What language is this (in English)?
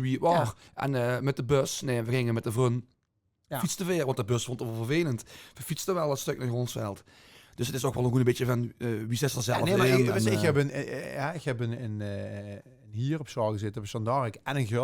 Limburgish